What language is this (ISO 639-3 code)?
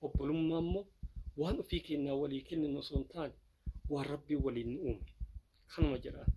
orm